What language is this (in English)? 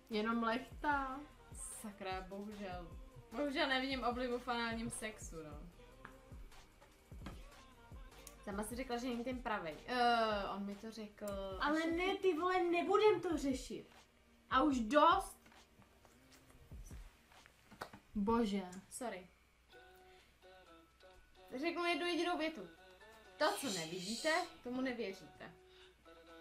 Czech